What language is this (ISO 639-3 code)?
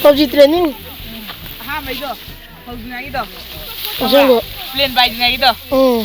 mni